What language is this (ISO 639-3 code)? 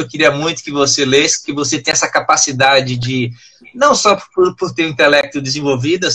por